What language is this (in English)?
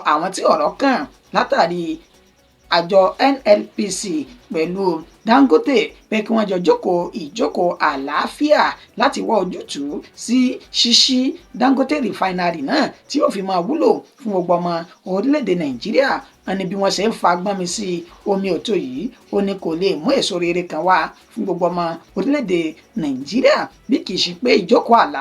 Yoruba